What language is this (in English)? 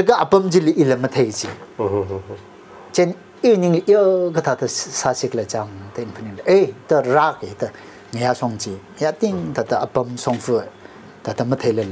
Tangkhul Naga (India)